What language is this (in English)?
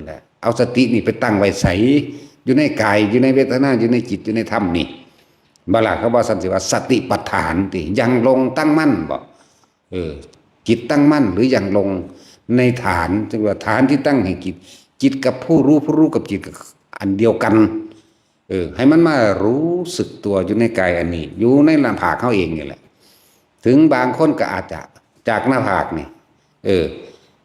Northeastern Thai